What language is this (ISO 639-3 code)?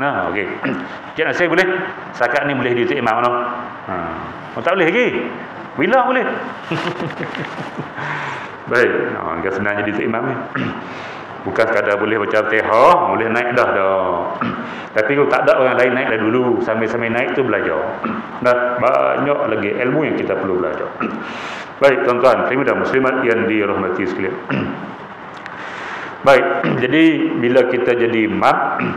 msa